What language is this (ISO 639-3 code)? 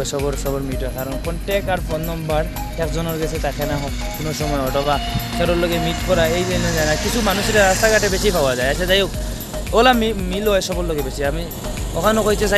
syl